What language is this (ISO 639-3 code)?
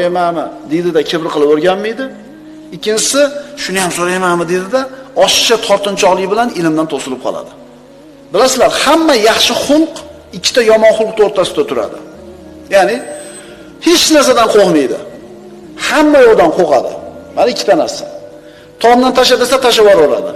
uzb